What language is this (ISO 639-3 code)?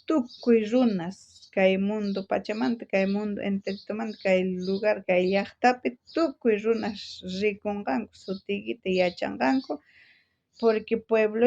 quh